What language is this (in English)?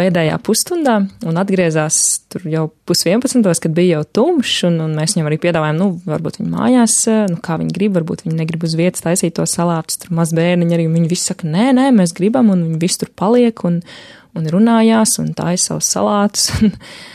Latvian